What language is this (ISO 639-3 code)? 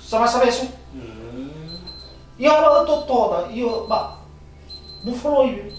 nia